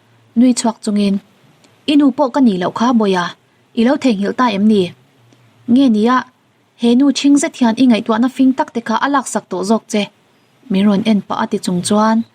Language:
Mizo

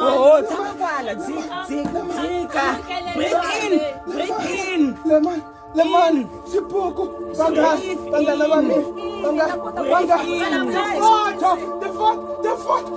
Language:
Tsonga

